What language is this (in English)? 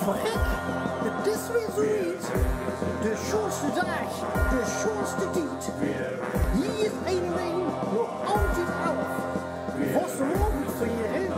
Limburgish